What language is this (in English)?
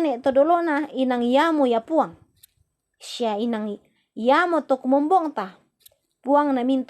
Toraja-Sa'dan